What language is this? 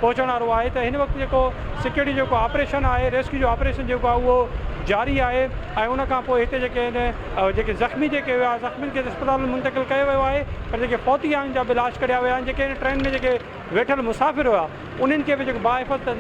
Sindhi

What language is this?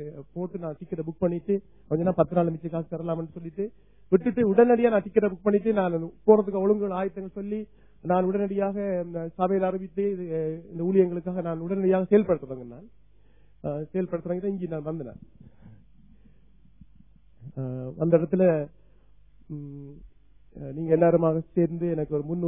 Tamil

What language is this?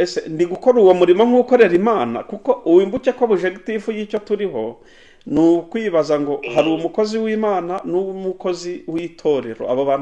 Kinyarwanda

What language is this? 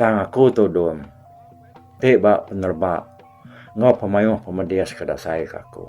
Iban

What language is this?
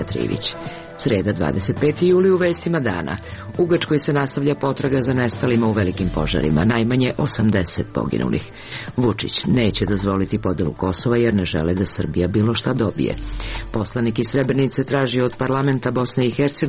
Serbian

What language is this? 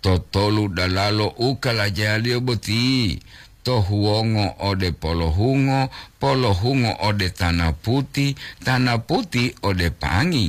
Gorontalo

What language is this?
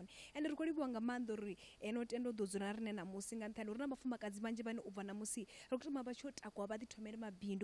Venda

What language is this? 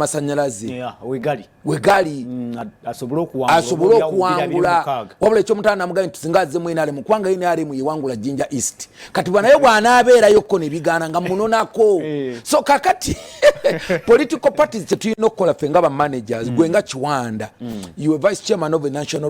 Ganda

